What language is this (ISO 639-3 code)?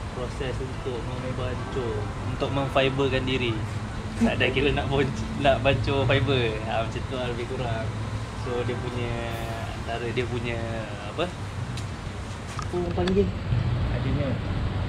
msa